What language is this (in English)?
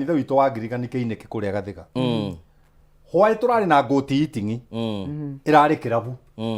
Kikuyu